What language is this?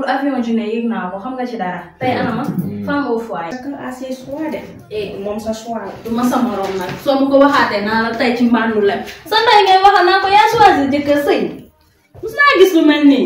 Wolof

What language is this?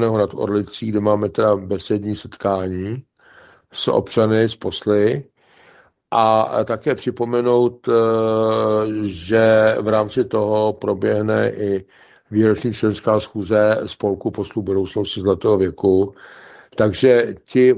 Czech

